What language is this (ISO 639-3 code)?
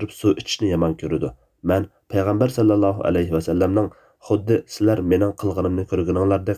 uig